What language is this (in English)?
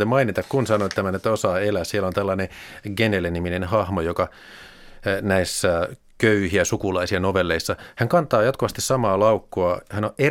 Finnish